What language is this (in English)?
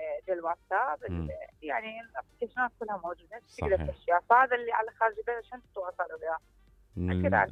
Mesopotamian Arabic